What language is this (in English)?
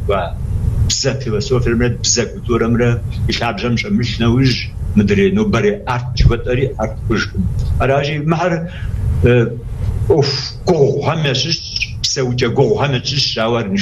Kabardian